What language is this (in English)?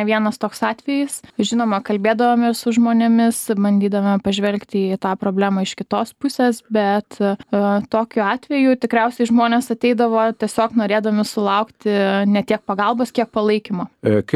Lithuanian